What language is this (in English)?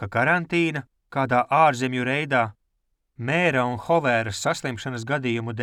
Latvian